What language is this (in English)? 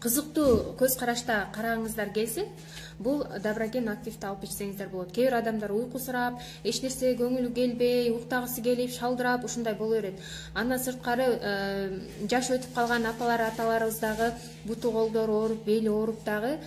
Kyrgyz